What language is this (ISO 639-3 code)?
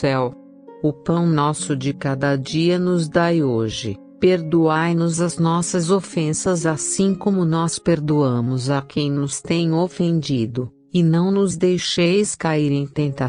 por